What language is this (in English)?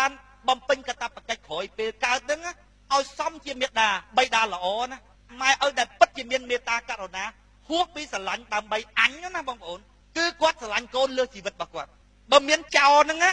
Khmer